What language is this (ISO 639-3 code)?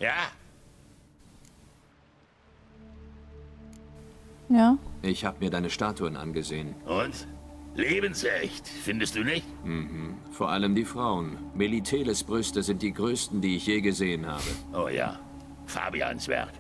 deu